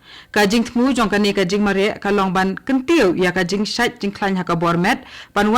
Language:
Khasi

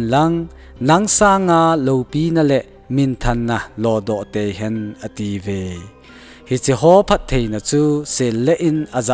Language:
Thado Chin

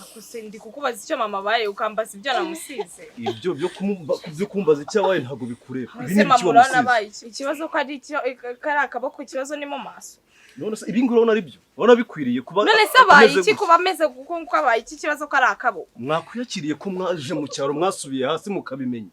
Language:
Kinyarwanda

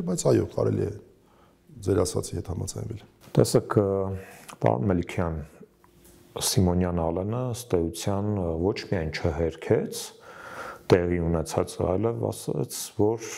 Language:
Armenian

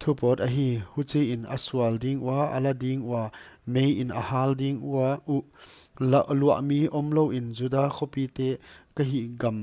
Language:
Paite Chin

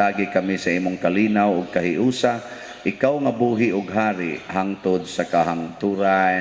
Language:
Cebuano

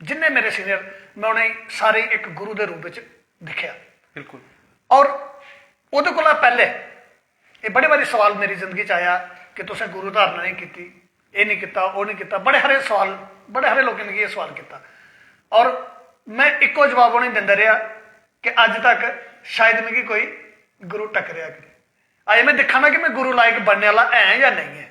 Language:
Dogri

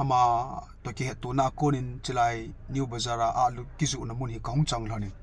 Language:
Thado Chin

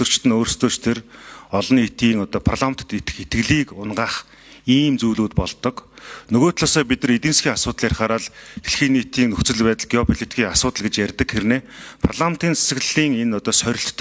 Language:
Mongolian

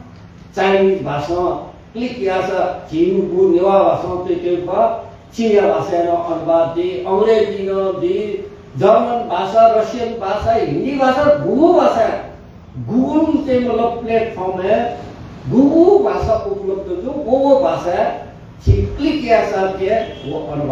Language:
Newari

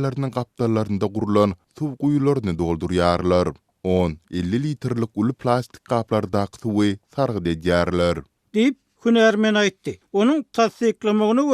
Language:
Turkmen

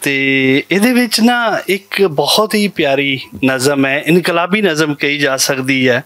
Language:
Western Panjabi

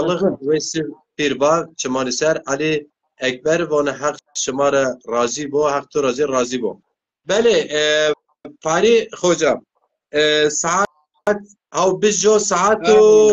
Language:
Zaza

